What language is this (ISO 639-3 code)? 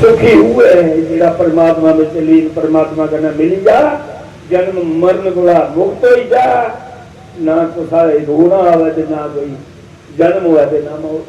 doi